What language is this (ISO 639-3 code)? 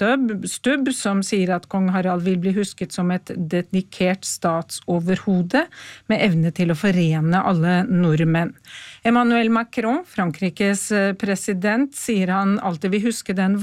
nor